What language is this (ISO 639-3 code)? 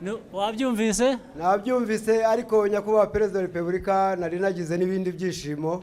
kin